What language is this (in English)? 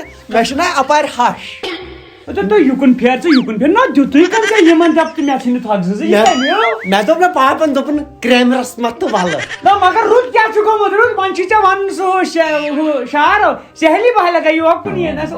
Kashmiri